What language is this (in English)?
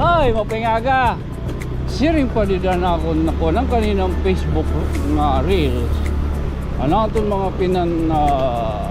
Waray